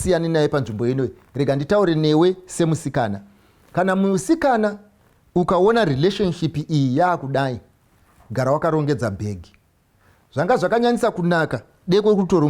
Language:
Shona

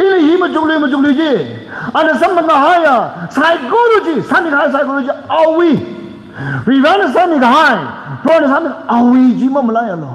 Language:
Tangkhul Naga (India)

